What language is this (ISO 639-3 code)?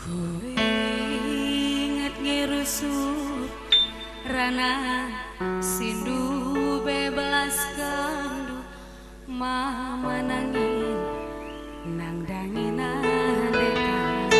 btx